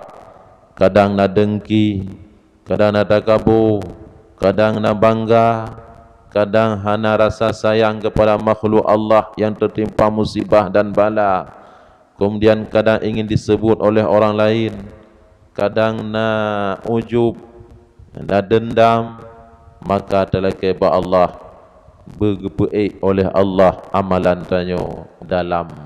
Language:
Achinese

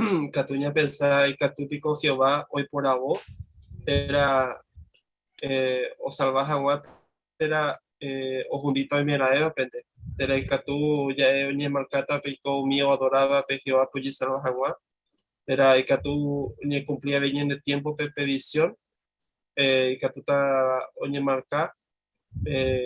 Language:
Guarani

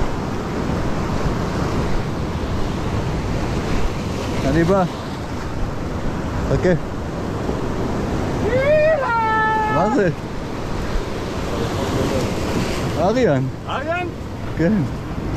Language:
Hebrew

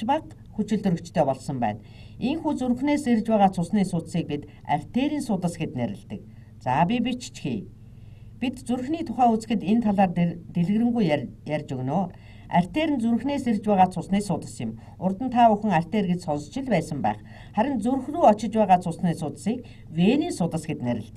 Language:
Mongolian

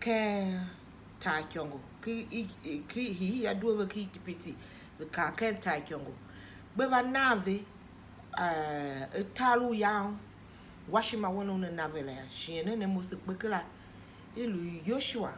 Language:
Tiv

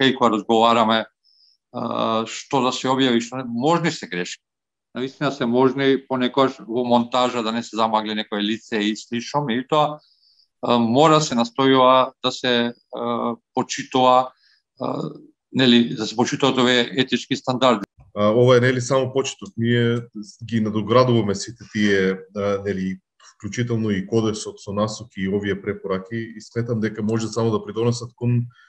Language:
Macedonian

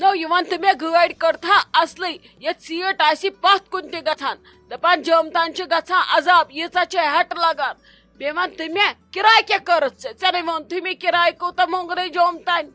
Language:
Kashmiri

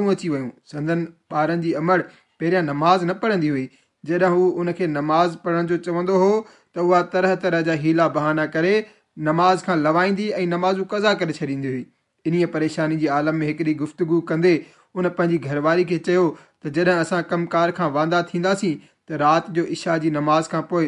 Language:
Sindhi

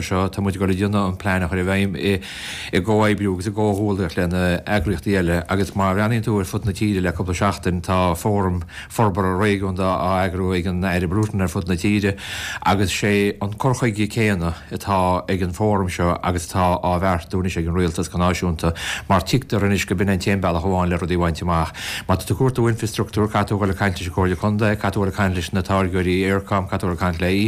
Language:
Irish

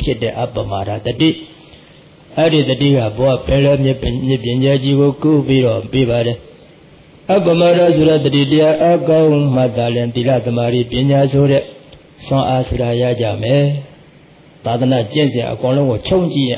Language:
Burmese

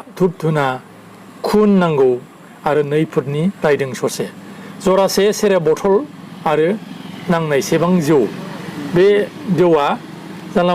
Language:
Bodo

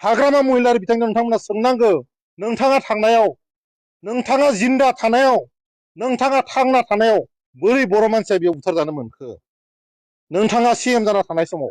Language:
Bodo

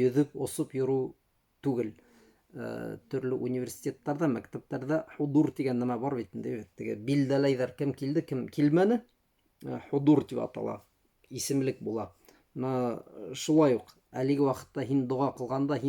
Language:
Bashkir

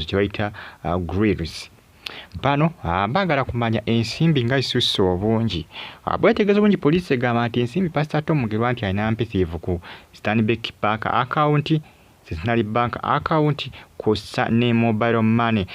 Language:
Ganda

